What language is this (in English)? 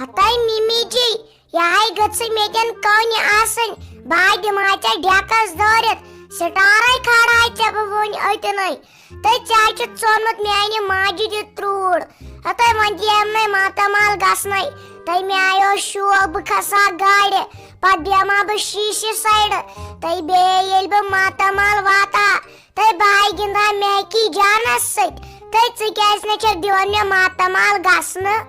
Kashmiri